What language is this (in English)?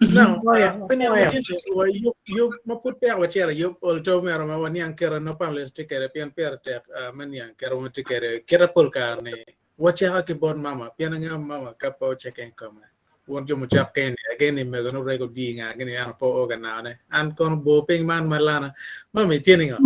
Acoli